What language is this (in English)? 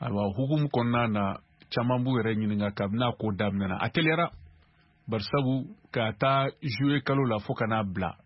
Bambara